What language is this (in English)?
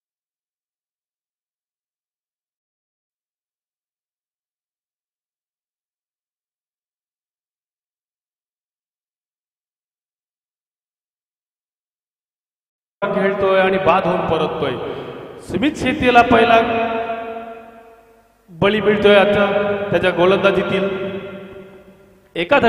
Marathi